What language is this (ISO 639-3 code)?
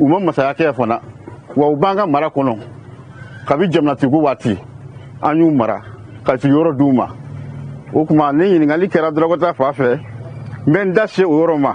bam